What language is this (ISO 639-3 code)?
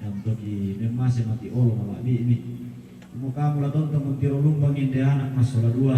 sda